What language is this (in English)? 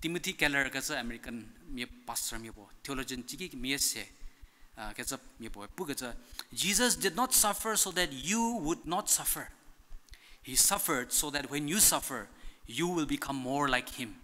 Angami Naga